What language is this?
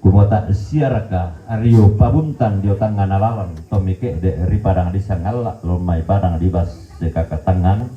Toraja-Sa'dan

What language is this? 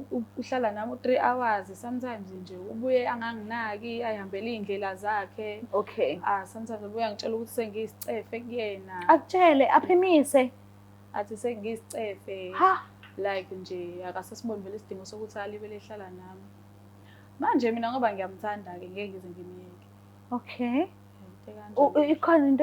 Zulu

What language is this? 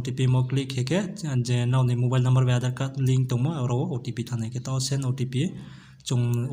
Riang (India)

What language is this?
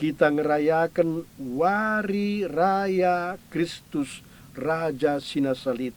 Batak Karo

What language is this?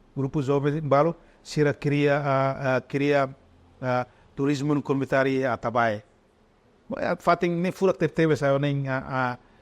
Tetum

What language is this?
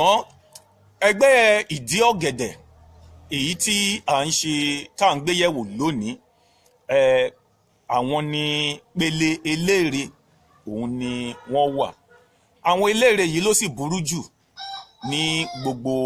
Yoruba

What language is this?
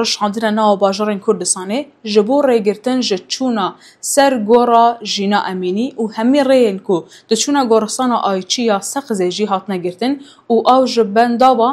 Kurdish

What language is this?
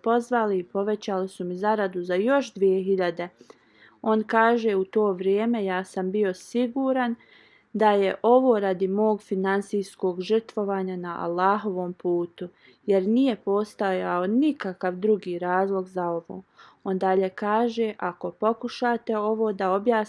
Bosnian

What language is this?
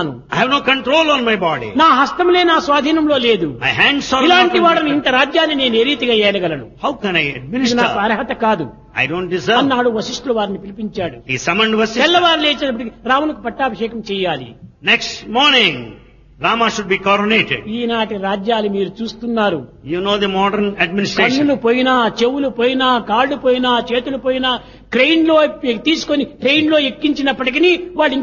Telugu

